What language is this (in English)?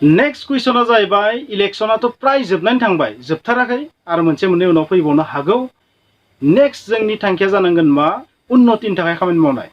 Bodo